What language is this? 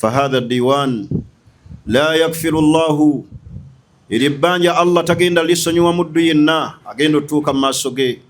Ganda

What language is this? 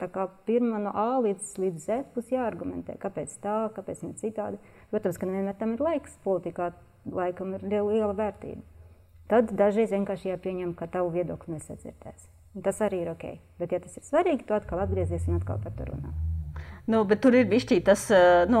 Latvian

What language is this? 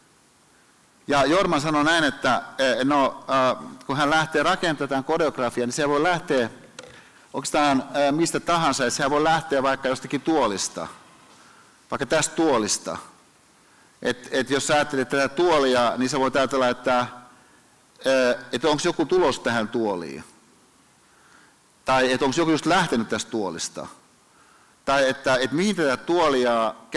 Finnish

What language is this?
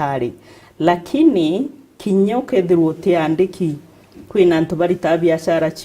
Meru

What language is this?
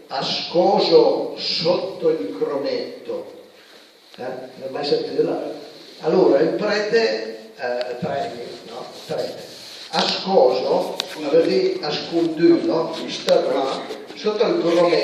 Piedmontese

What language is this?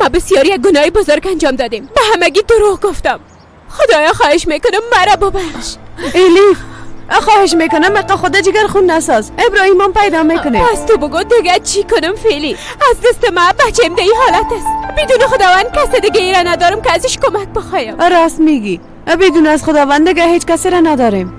Persian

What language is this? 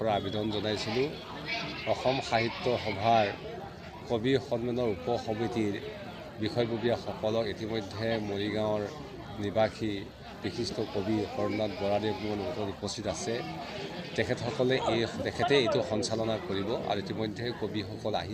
Assamese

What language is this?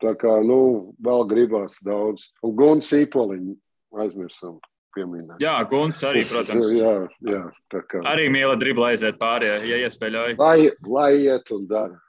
Latvian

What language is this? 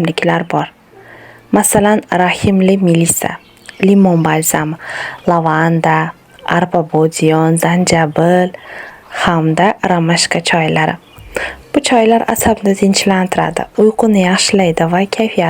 Uzbek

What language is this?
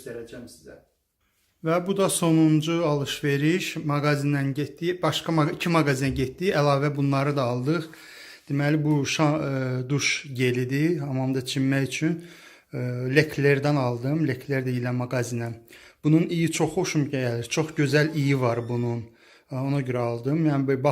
Azerbaijani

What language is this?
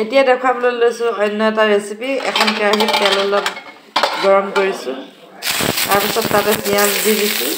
Assamese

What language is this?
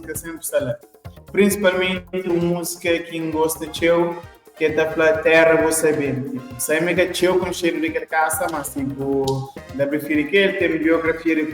Kabuverdianu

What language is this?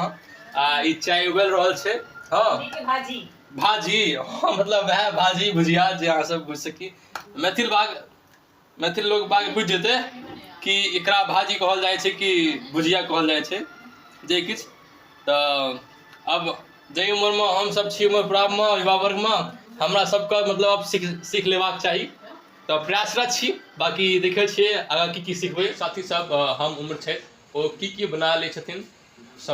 Maithili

